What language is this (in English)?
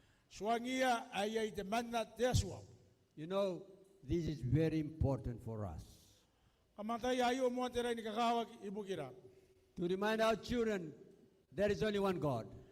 Gilbertese